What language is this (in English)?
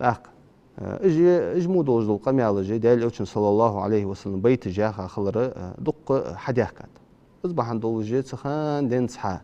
Ingush